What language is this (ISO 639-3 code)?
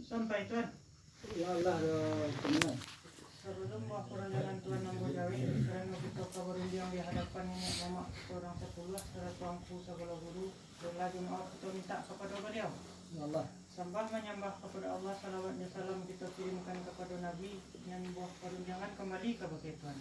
min